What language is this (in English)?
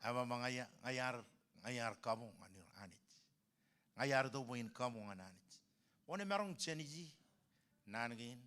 Marshallese